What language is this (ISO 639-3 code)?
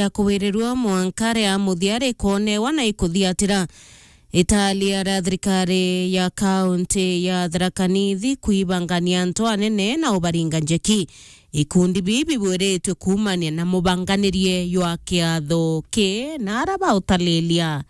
mer